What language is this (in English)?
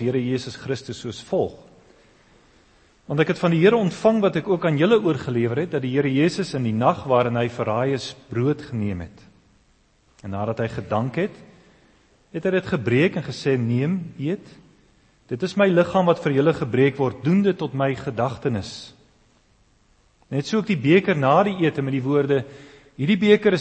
Afrikaans